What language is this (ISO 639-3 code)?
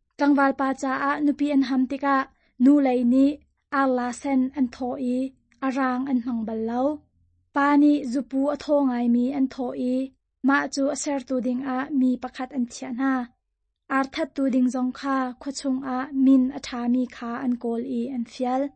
cnh